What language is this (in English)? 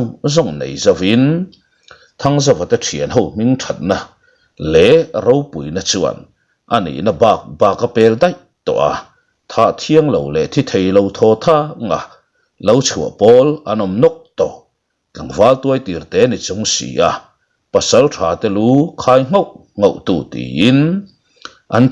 Mizo